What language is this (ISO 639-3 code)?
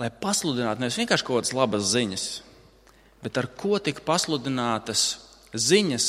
lav